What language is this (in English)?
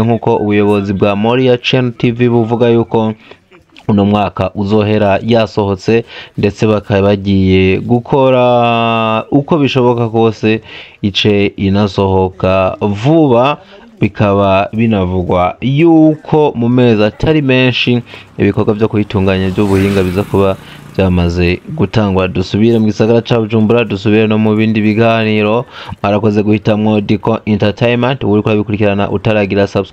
Rundi